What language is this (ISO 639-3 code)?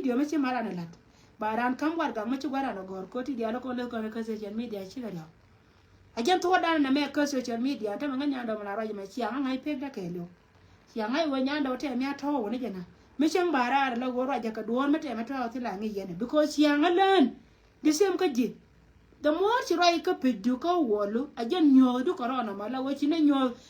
nus